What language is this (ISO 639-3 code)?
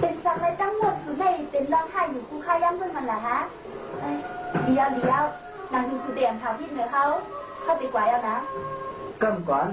shn